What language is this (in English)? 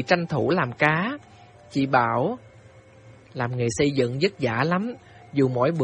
Vietnamese